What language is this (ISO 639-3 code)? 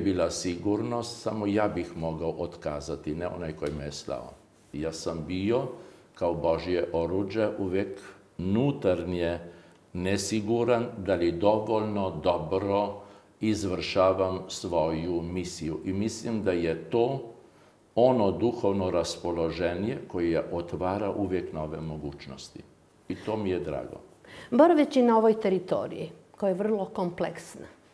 srp